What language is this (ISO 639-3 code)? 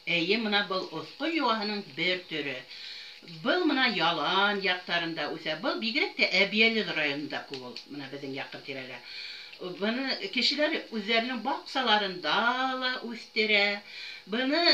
bak